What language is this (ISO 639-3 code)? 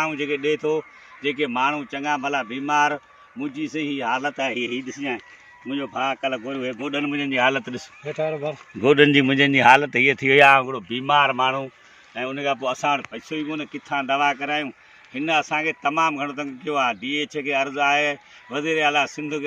snd